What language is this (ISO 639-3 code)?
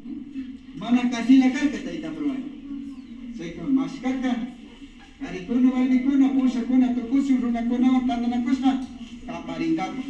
qvi